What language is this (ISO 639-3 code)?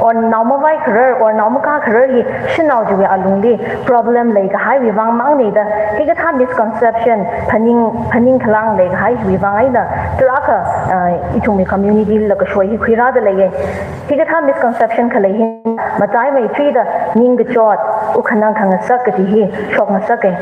nmf